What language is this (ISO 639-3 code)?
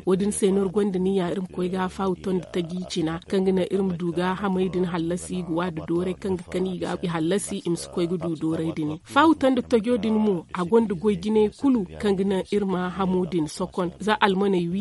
dje